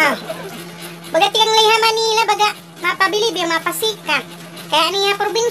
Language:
Waray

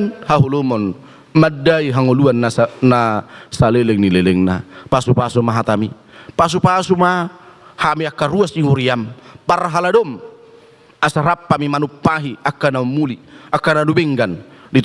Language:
Batak Toba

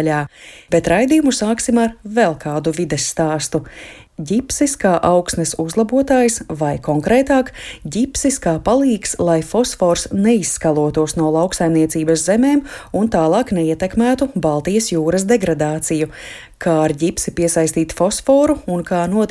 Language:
Latvian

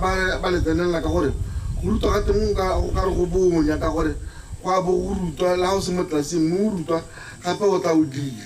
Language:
Tswana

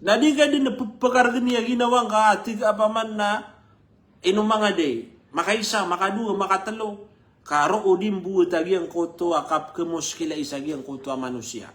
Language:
Maranao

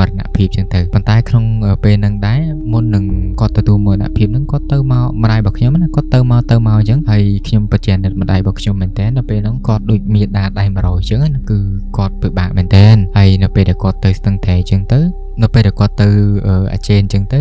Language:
Khmer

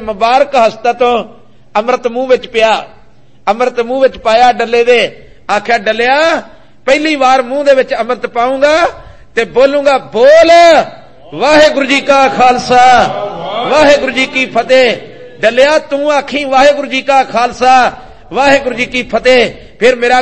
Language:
Punjabi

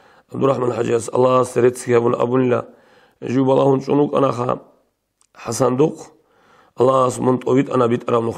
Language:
Avaric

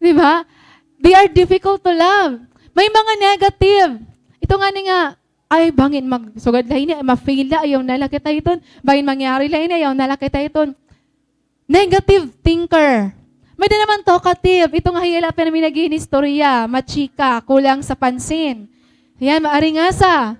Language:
Waray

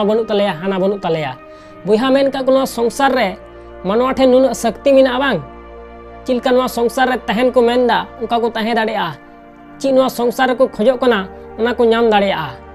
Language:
Santali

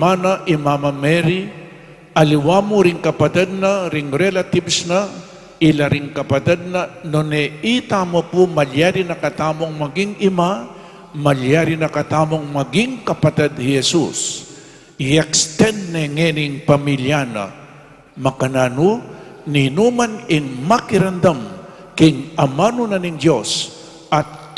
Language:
Pampanga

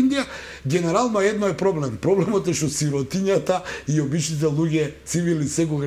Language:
Macedonian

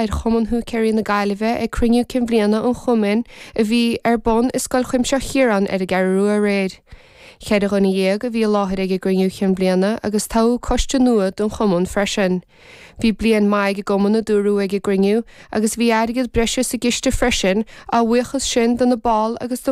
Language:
Irish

